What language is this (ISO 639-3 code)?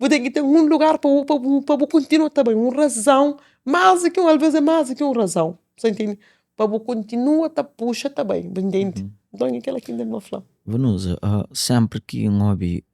kea